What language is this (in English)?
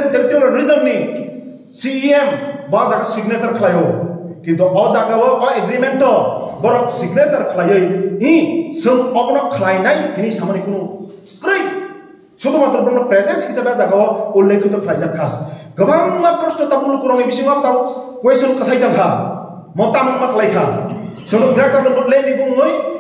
Kok Borok